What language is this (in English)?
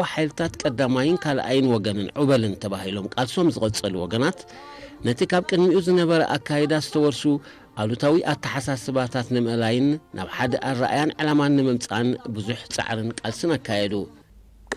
Tigrinya